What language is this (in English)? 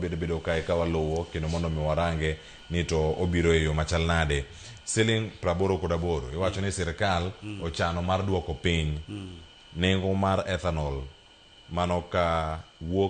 Luo (Kenya and Tanzania)